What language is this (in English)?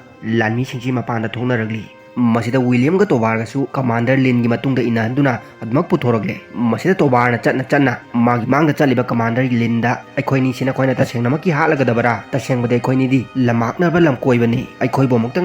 Manipuri